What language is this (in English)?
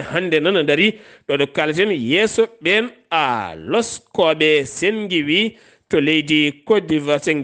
Fula